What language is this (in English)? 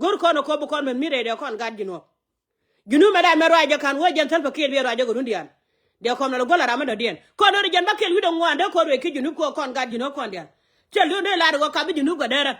Nuer